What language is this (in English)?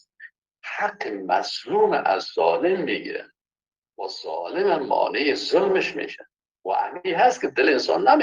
Persian